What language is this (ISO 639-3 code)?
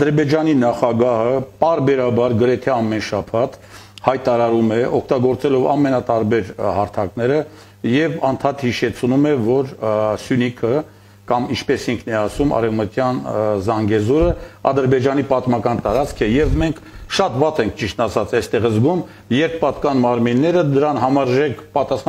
hye